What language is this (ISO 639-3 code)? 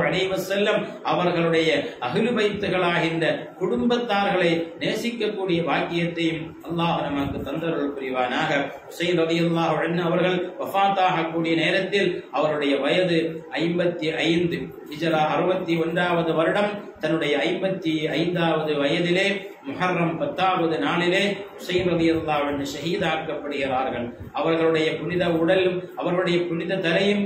tam